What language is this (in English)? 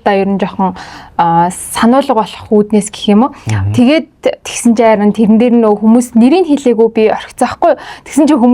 Mongolian